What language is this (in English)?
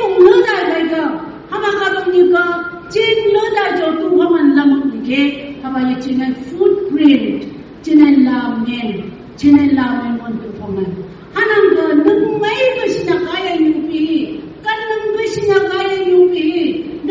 Phom Naga